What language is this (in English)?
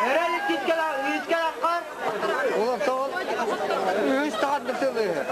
Yakut